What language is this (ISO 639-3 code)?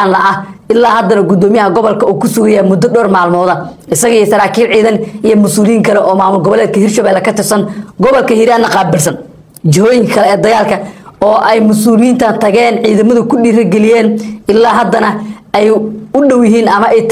som